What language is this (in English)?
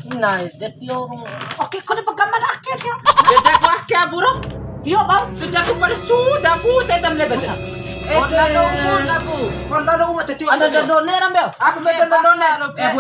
Bima